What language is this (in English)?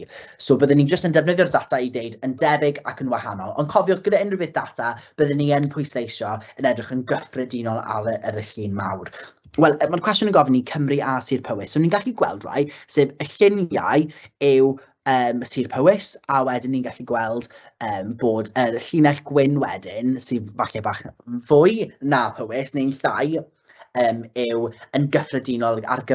Welsh